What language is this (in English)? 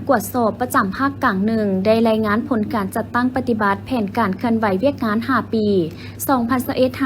Lao